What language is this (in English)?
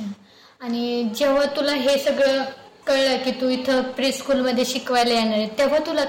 Marathi